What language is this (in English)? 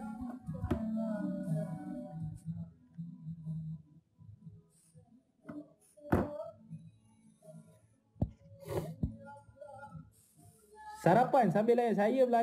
Malay